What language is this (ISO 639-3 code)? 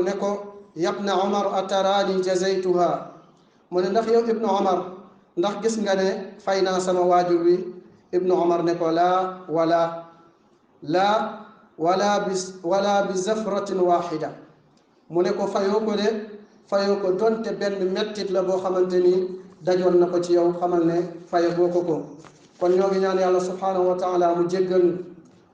wol